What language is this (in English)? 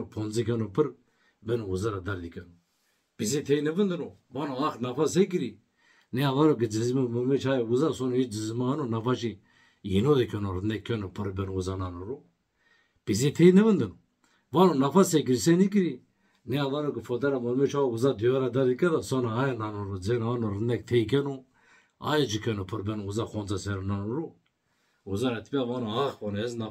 Zaza